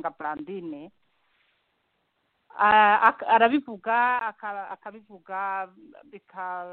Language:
Kinyarwanda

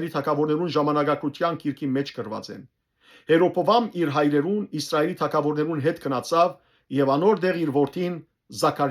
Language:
Western Armenian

